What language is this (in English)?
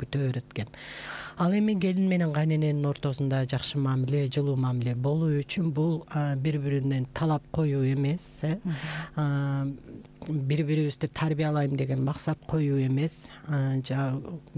Kyrgyz